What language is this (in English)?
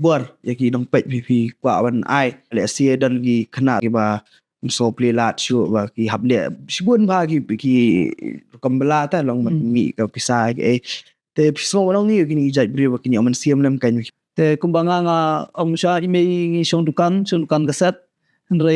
Khasi